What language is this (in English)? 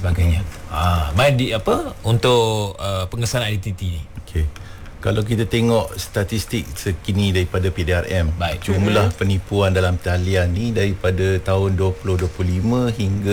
Malay